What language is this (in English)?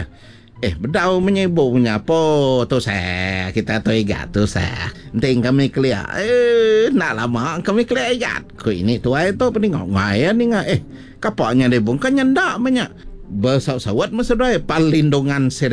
Iban